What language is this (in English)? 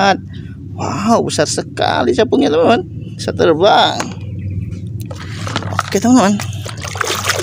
Indonesian